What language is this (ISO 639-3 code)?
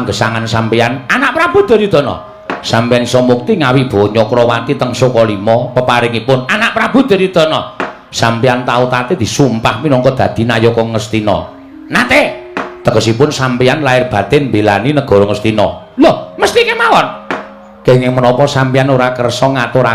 jav